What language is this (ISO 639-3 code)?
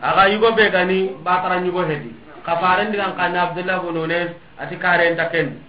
snk